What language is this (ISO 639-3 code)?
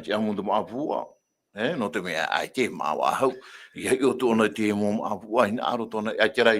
tah